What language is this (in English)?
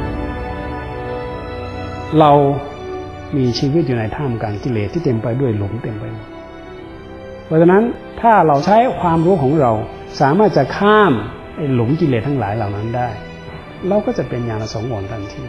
Thai